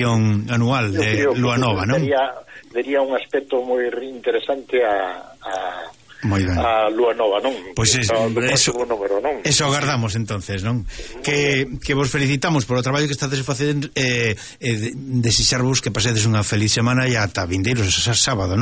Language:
Galician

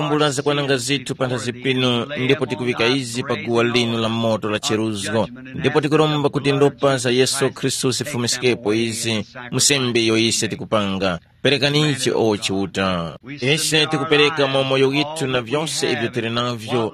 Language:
Tumbuka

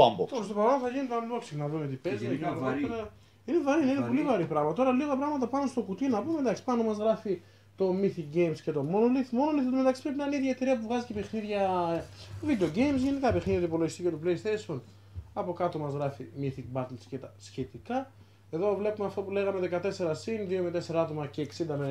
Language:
Greek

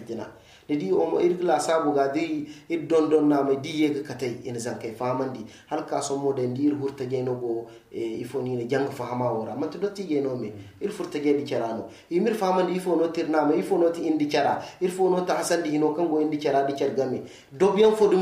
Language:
Zarma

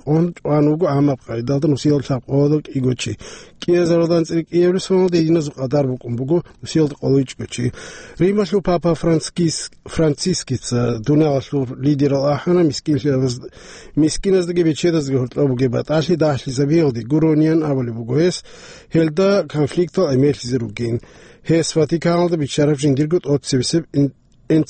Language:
Avaric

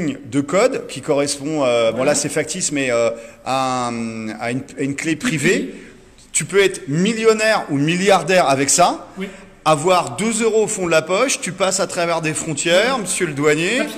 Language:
French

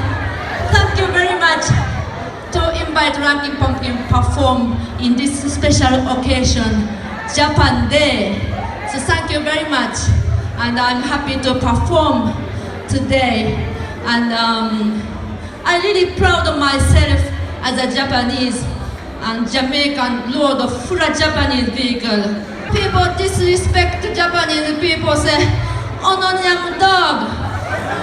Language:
Jamaican Creole English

